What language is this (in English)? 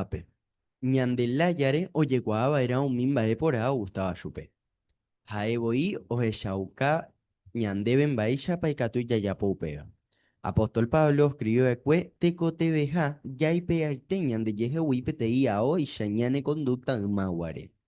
Guarani